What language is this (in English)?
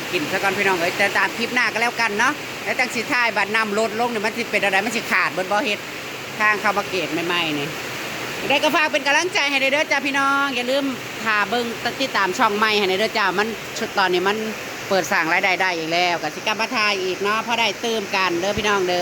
Northeastern Thai